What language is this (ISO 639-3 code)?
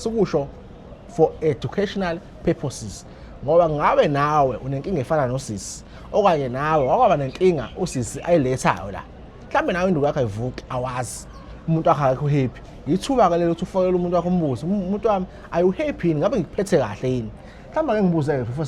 zul